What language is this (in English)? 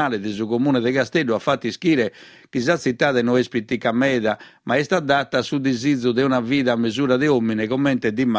Sardinian